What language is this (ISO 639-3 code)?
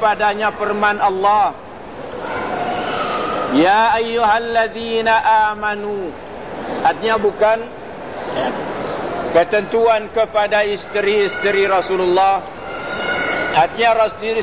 msa